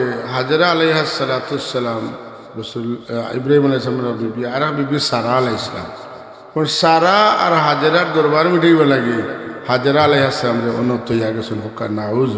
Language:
Sylheti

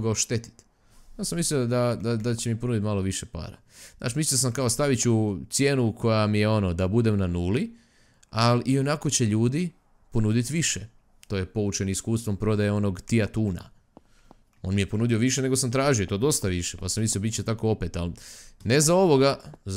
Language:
Croatian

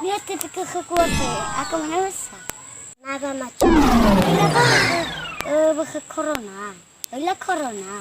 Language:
Nias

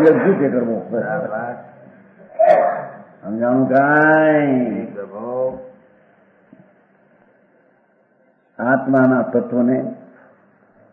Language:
Gujarati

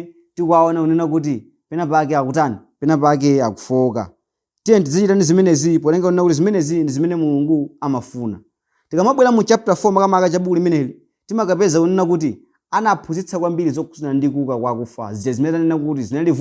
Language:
Nyanja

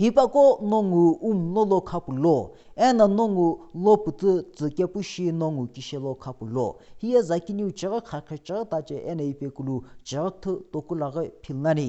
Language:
Sumi Naga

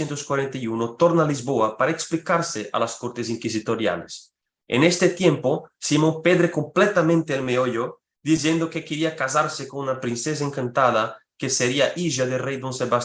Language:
Ladino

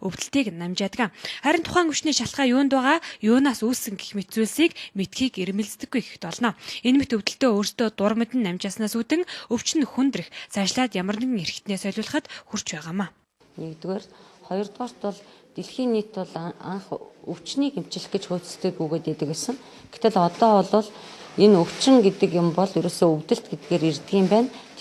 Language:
Mongolian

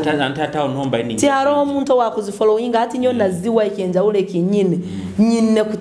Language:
Nyoro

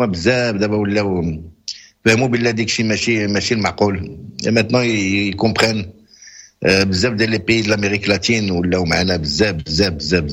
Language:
Moroccan Arabic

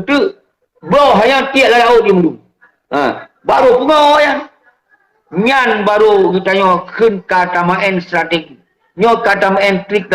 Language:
Achinese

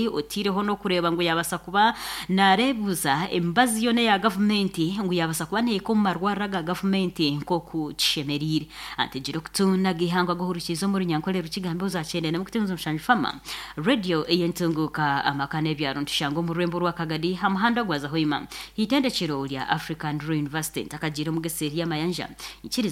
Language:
Nyankole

